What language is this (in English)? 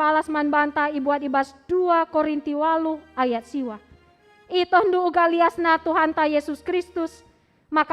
Batak Karo